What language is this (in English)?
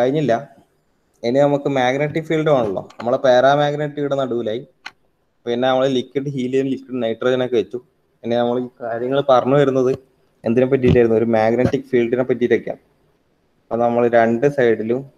Malayalam